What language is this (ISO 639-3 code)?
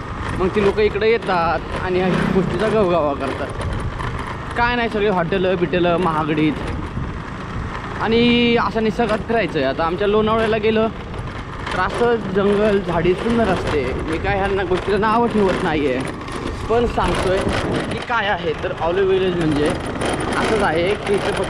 mar